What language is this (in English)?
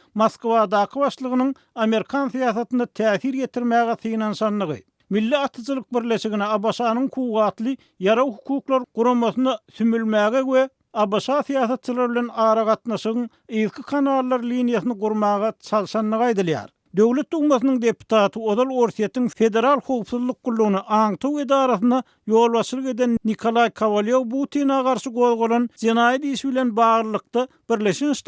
Turkmen